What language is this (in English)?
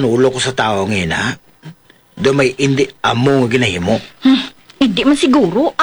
Hiligaynon